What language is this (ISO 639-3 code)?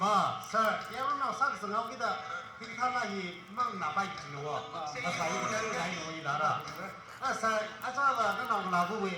nmf